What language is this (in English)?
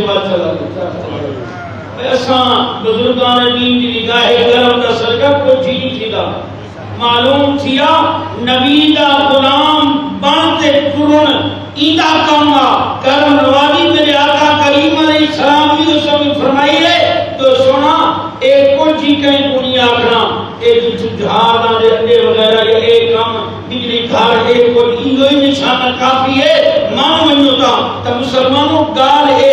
Saraiki